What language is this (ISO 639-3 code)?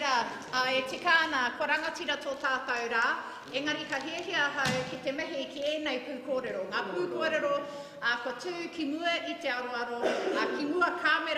mri